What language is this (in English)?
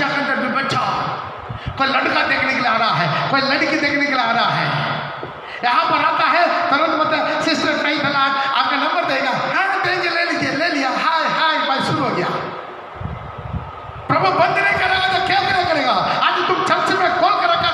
Hindi